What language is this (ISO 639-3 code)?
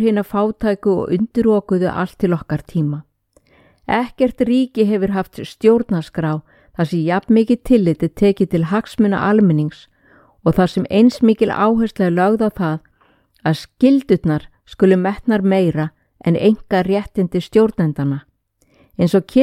isl